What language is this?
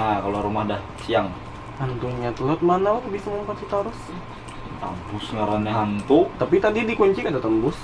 Banjar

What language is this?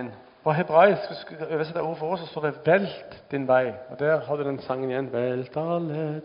Norwegian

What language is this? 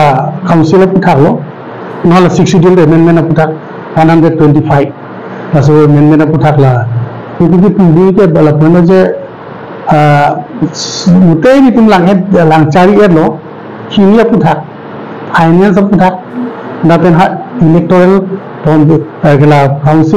Karbi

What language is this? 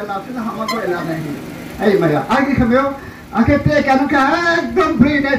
Riang (India)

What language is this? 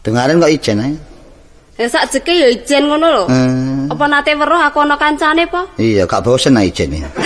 Javanese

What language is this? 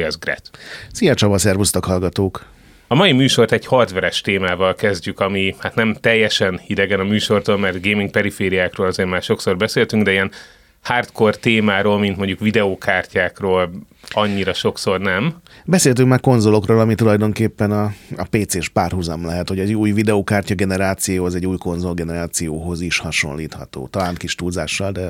Hungarian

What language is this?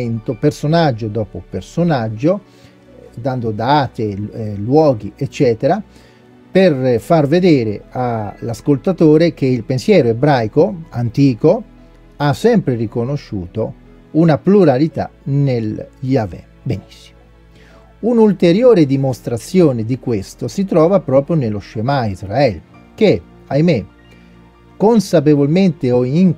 Italian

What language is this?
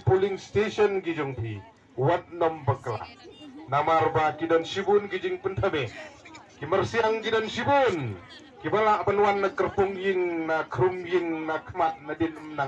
Khasi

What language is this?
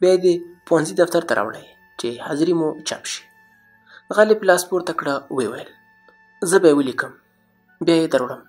Pashto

